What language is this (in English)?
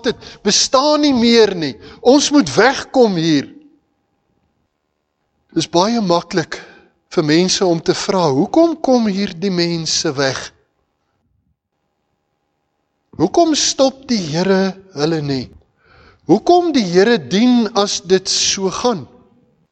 Afrikaans